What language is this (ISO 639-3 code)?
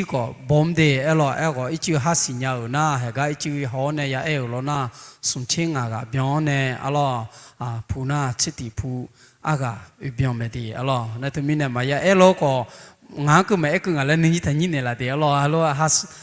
ahk